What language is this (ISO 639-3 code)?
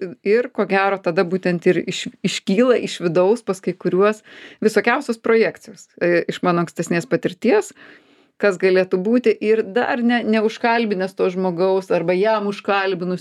lit